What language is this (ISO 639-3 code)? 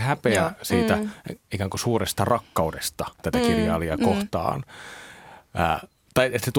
fin